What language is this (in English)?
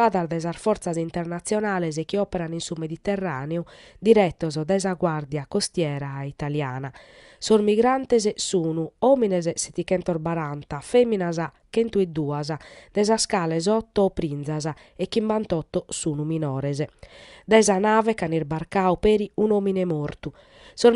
Sardinian